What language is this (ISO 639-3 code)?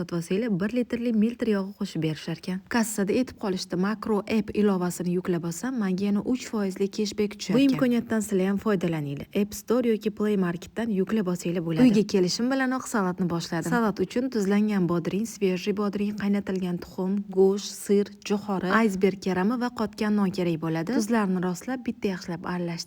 uzb